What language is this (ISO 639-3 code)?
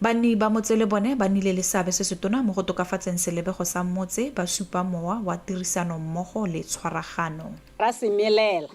tsn